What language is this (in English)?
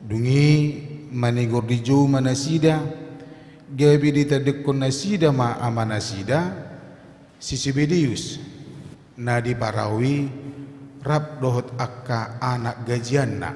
Batak Toba